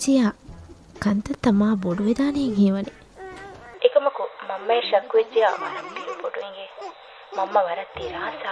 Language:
Divehi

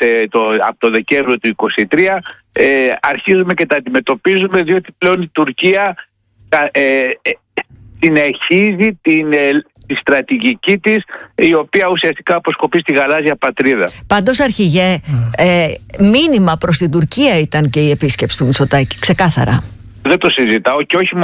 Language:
Greek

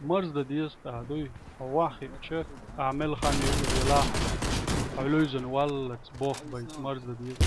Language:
Chechen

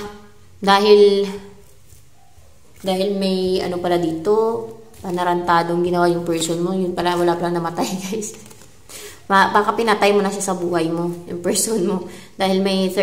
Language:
Filipino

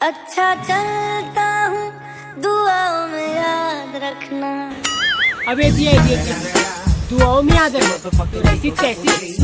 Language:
Chhattisgarhi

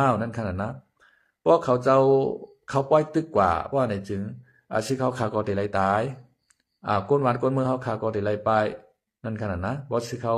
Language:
Shan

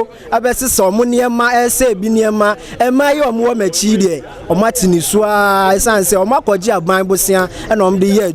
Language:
Akan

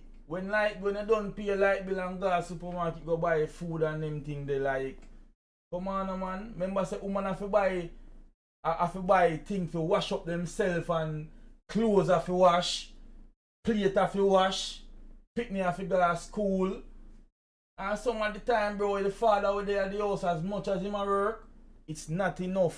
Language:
Jamaican Creole English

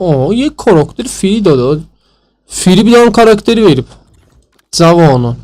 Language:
South Azerbaijani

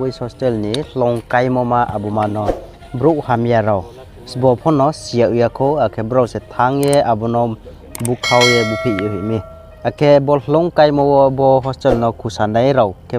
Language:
Riang (India)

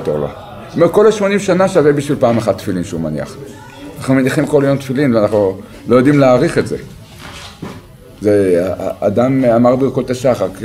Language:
Hebrew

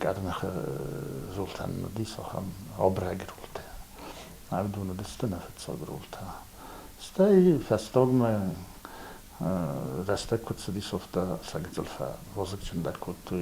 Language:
Ossetic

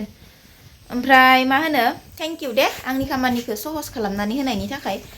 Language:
Bodo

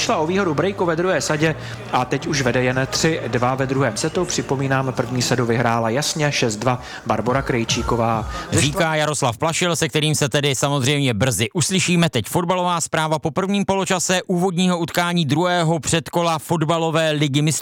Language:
Czech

